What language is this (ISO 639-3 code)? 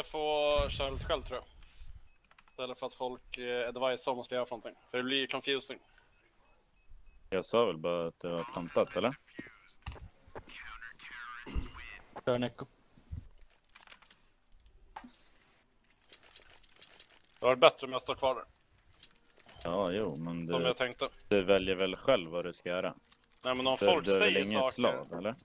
swe